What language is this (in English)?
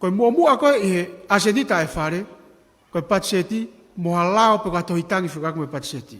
Tongan